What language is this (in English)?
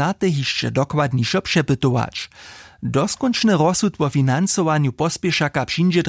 Upper Sorbian